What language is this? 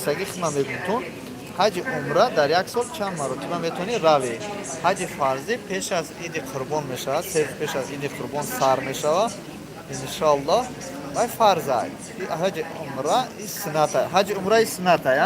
Tajik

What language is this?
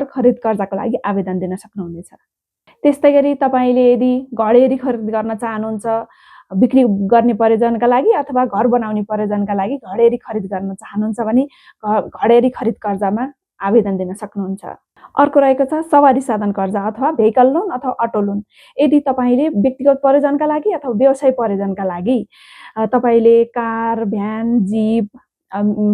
Nepali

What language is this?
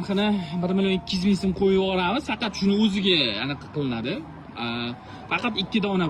Uzbek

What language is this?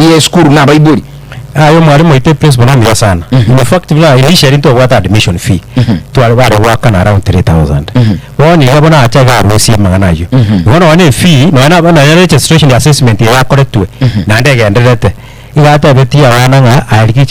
Gusii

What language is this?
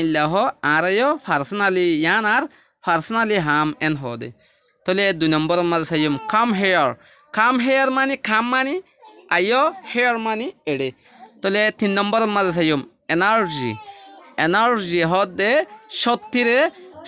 Rohingya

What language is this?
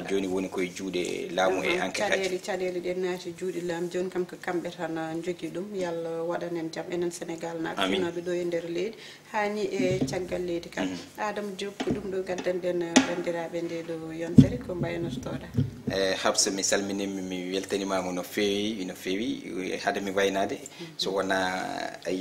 Fula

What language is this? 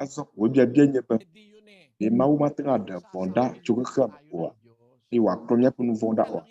Ewe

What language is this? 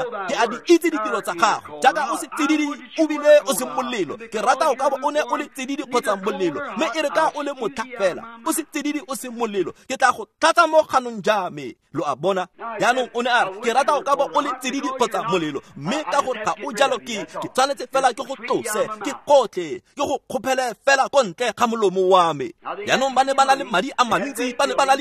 Tswana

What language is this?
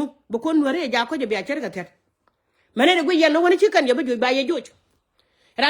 Nuer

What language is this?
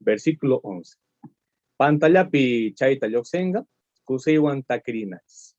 South Bolivian Quechua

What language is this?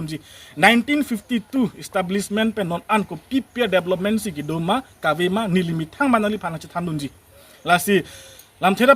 Karbi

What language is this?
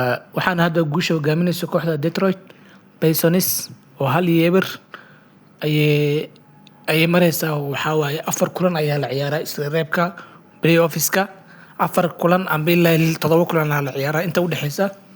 Somali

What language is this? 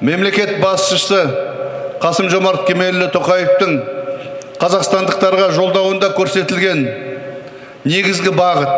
Kazakh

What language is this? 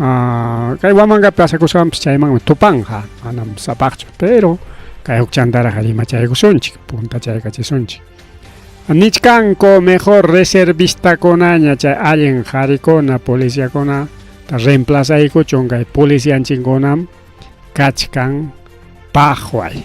Ayacucho Quechua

